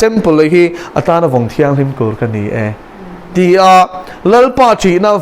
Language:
Mizo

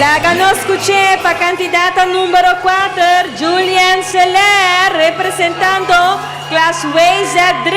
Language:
Papiamento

